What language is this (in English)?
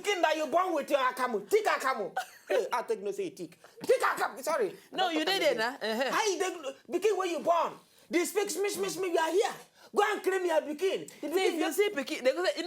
Nigerian Pidgin